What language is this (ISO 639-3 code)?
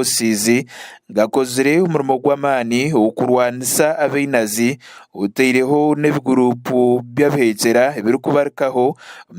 nyn